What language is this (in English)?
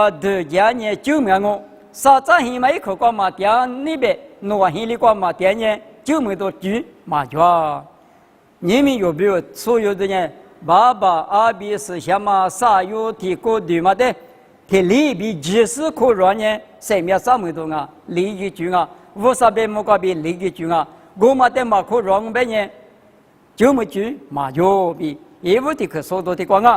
Lisu